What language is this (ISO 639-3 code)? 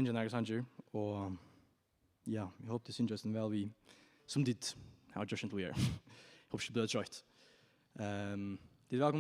fao